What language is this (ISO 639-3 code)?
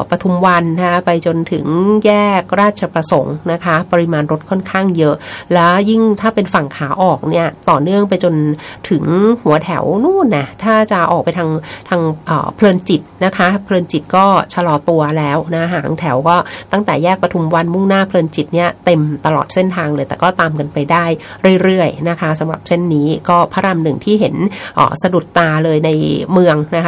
tha